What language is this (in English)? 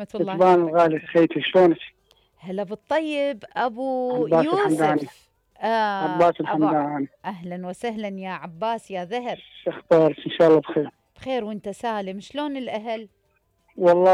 Mesopotamian Arabic